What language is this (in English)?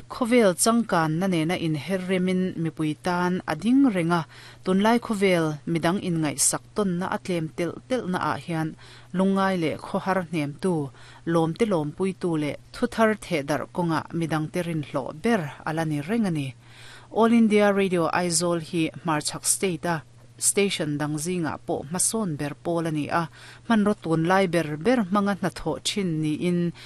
Mizo